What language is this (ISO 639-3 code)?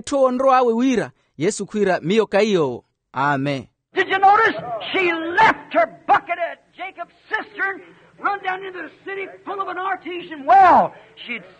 vmw